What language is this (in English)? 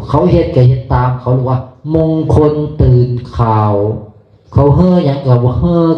Northeastern Thai